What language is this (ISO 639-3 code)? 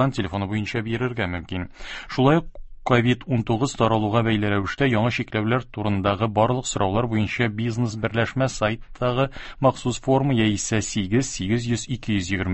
tat